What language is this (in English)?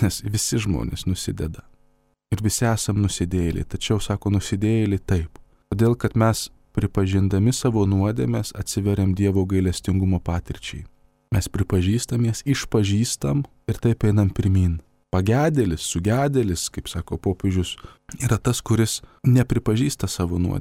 Lithuanian